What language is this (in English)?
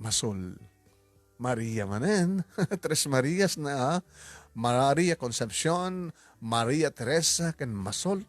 Iloko